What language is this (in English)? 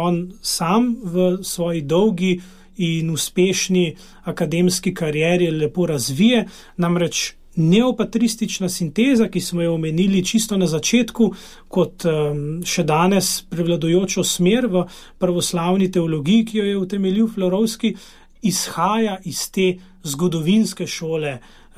Slovenian